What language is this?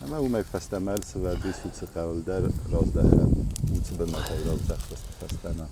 Ossetic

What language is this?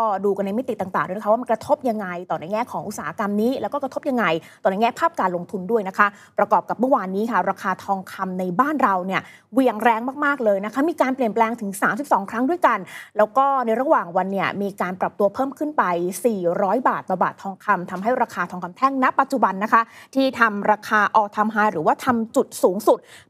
Thai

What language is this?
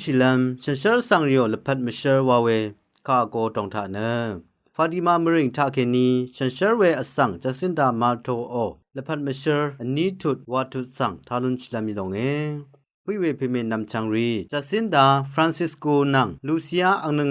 Rawang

